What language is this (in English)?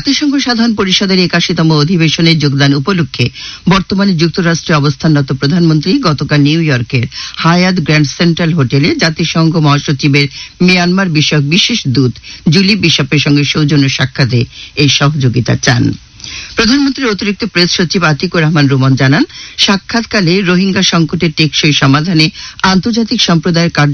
Bangla